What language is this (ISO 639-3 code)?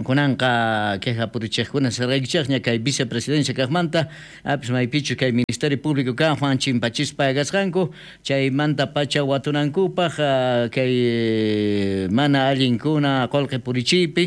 quh